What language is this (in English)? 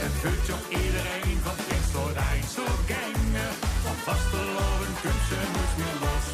Limburgish